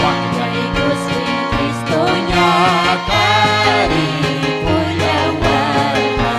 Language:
Ayacucho Quechua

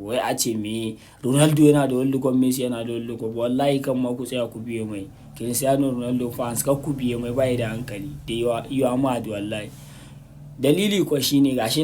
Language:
Hausa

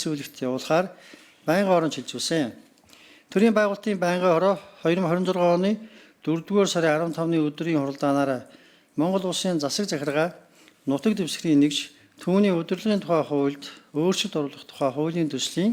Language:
Mongolian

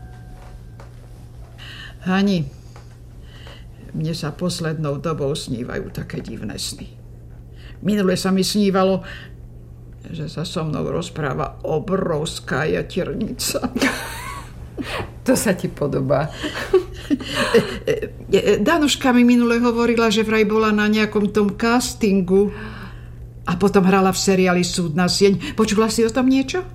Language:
Slovak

